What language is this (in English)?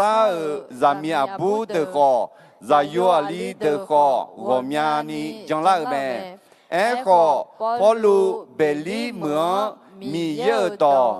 Akha